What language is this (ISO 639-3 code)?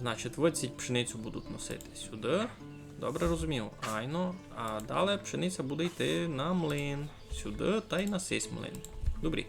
rue